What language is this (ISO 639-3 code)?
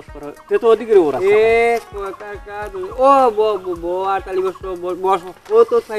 syl